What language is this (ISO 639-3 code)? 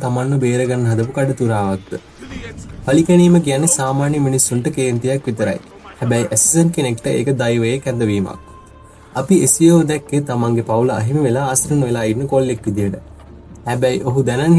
sin